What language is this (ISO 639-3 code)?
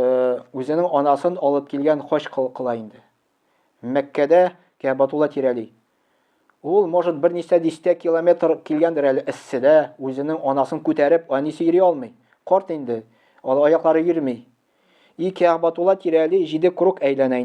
tat